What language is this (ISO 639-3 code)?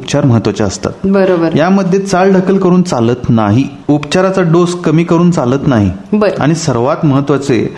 mar